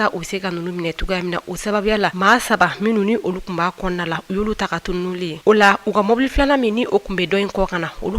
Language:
Bambara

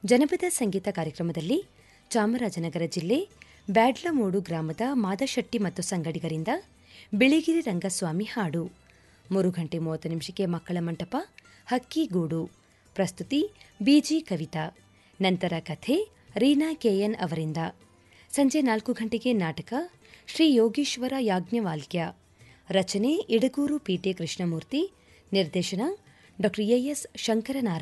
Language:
Kannada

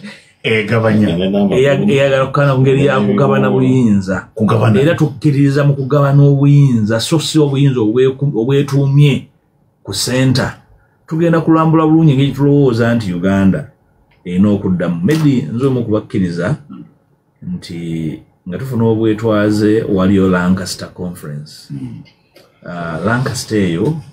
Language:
Ganda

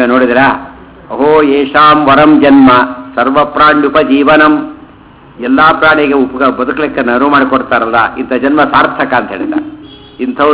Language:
Kannada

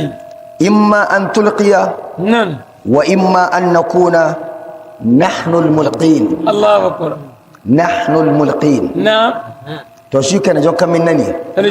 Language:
Nigerian Fulfulde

